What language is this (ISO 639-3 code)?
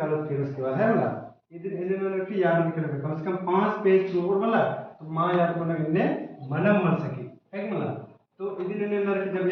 kru